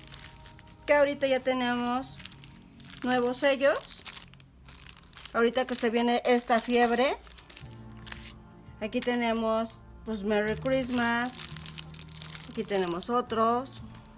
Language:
Spanish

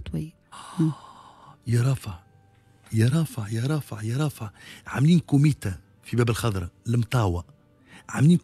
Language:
Tunisian Arabic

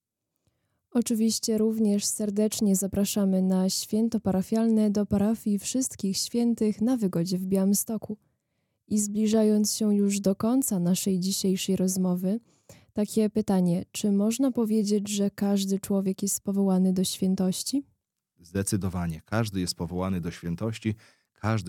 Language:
Polish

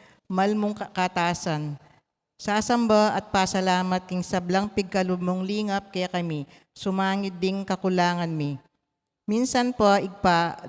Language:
Pampanga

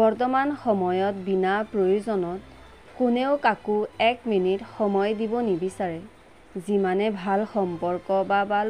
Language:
Assamese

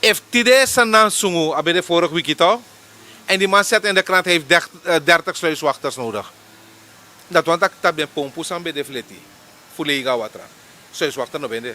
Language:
Sranan Tongo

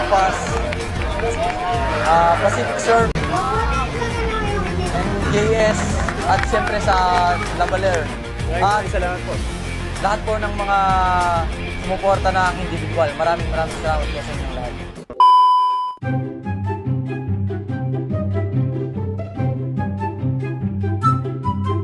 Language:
Filipino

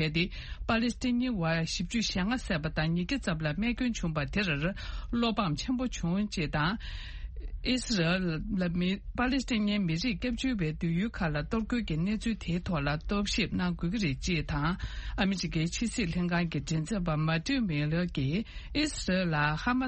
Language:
Tibetan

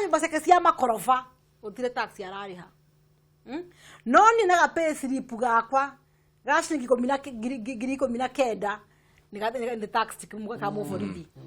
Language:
Kikuyu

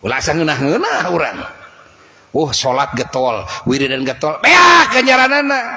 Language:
Sundanese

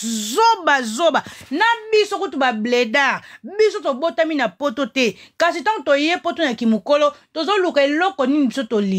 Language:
Lingala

